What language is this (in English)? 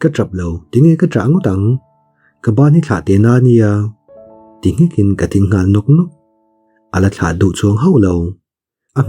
Mizo